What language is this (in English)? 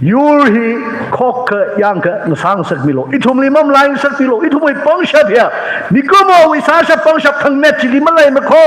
Tangkhul Naga (India)